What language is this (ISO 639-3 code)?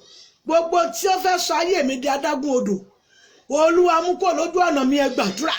yor